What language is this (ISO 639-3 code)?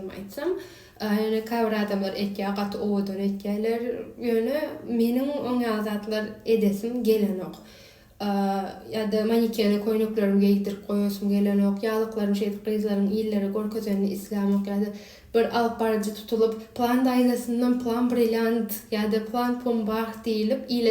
tuk